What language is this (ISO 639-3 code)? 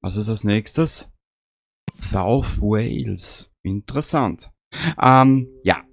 bar